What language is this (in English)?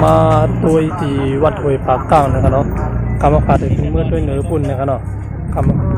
Shan